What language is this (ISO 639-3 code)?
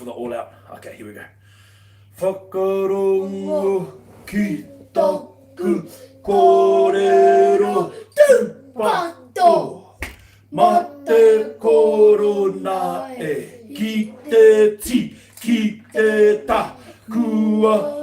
mri